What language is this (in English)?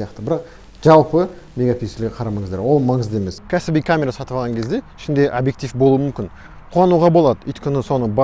Kazakh